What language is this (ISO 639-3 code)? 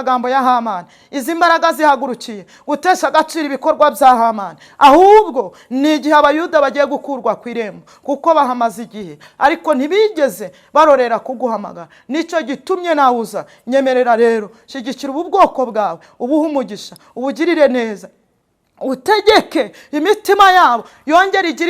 kin